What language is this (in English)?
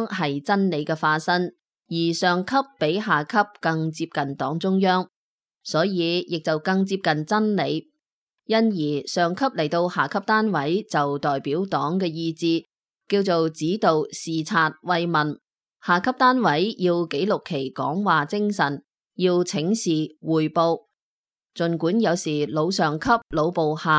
Cantonese